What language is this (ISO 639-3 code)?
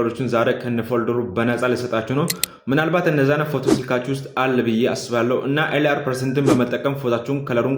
amh